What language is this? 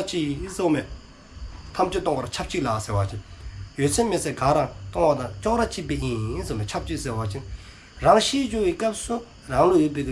Dzongkha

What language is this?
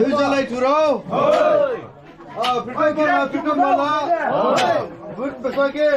Dimasa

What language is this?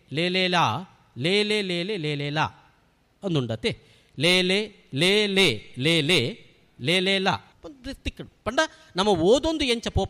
Tulu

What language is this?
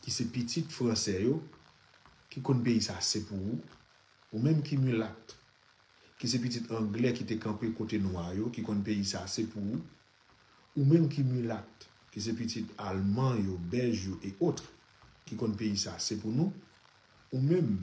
Haitian Creole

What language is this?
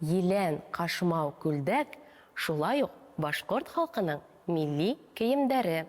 Bashkir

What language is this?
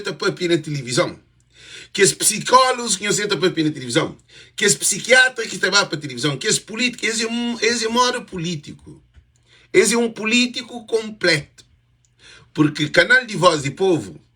Kabuverdianu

